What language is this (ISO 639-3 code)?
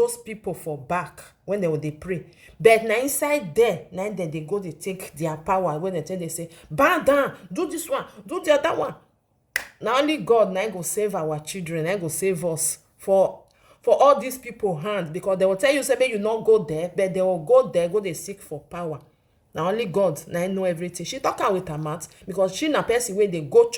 pcm